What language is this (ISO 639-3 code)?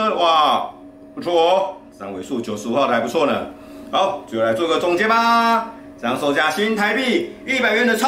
zho